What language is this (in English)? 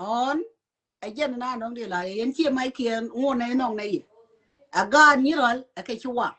Nuer